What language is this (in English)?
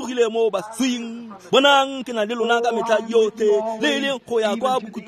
Tswana